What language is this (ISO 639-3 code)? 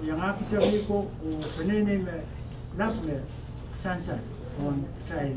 pon